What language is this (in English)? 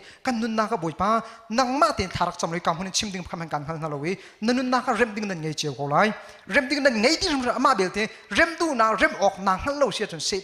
Hakha Chin